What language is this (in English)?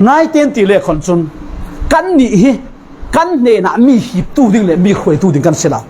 Falam Chin